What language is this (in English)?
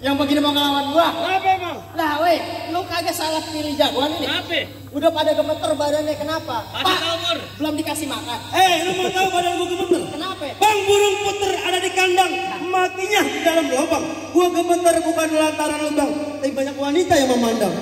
Betawi